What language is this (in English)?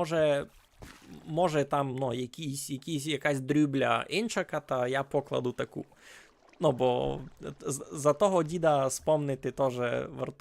Rusyn